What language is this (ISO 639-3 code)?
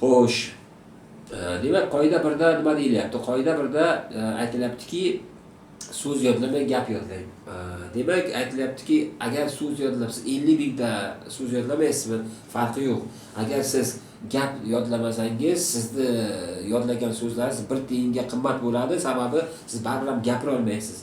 uzb